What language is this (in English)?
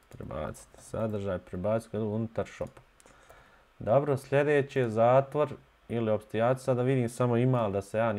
Bosnian